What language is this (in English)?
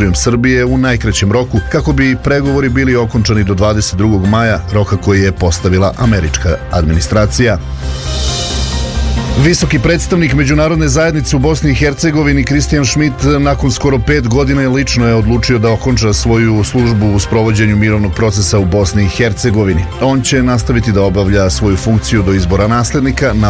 Serbian